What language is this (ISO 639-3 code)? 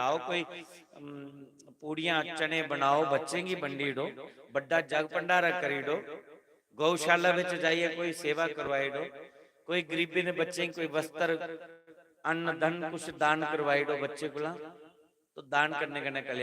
doi